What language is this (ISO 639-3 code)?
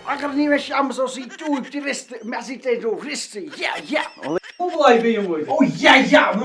kas